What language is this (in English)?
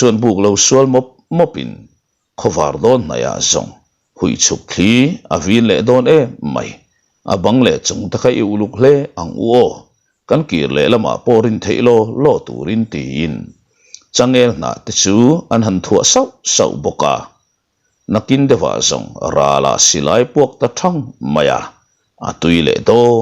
Mizo